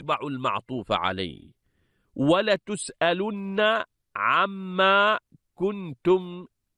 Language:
Arabic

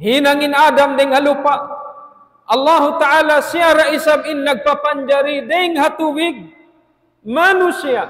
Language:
Tausug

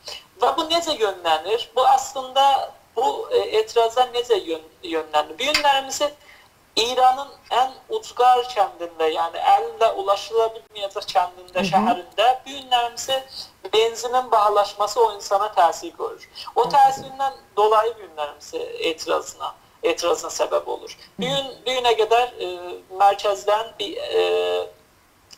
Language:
South Azerbaijani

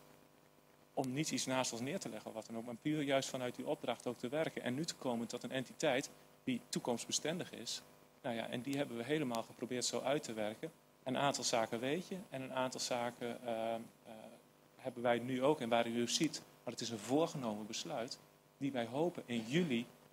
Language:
Dutch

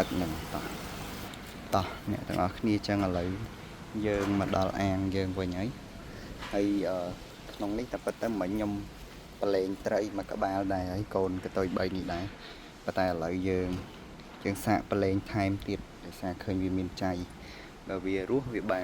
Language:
Khmer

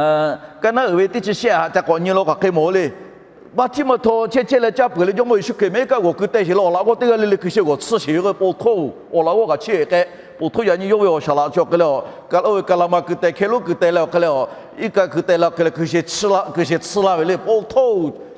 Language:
Lahu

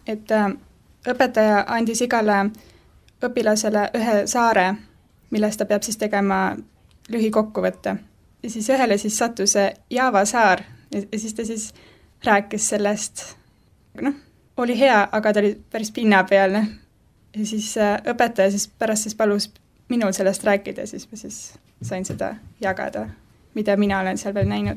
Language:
Estonian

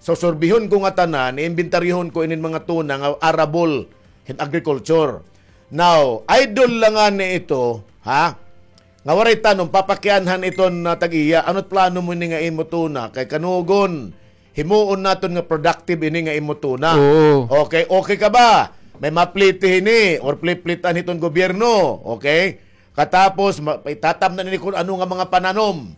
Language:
Waray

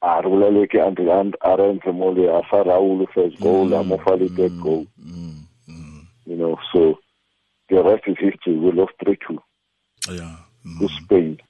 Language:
Tswana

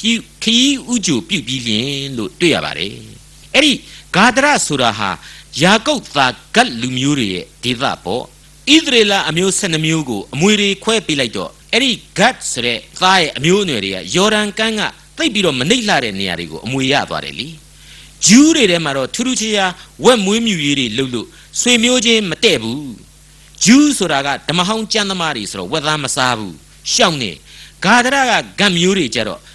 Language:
Burmese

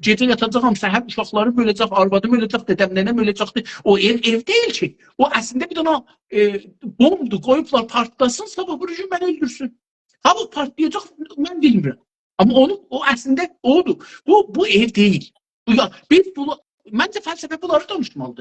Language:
South Azerbaijani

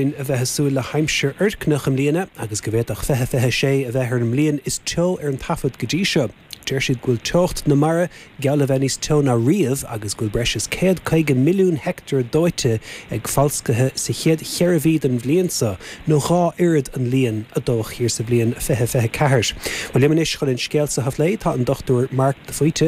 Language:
Irish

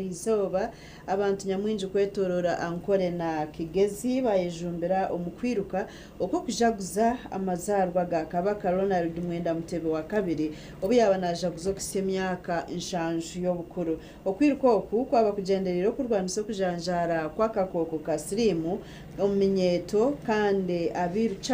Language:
Nyankole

